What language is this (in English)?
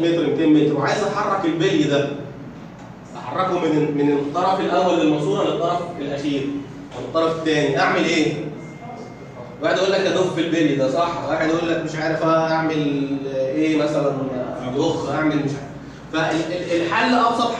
Egyptian Arabic